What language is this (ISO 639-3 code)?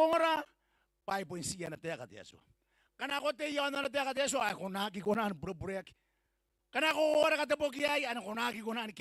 gil